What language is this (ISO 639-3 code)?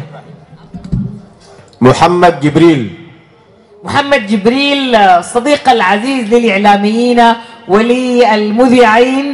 apd